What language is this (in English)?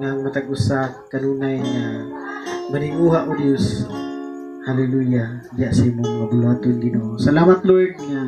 Cebuano